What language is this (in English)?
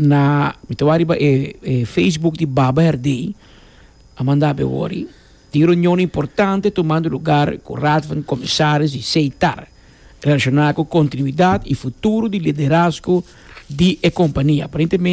Papiamento